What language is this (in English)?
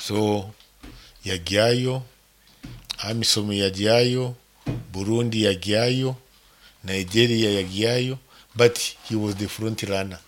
Nyoro